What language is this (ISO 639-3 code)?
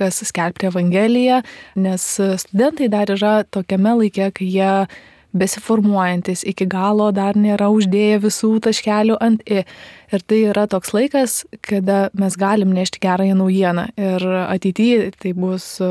lit